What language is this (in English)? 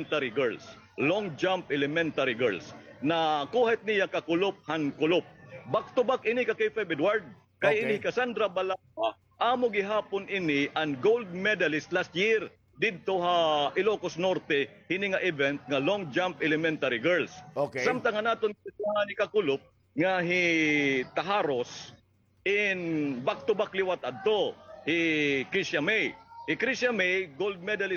Waray